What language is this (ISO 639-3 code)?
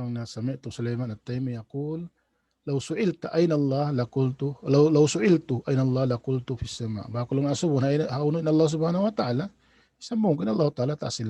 tsg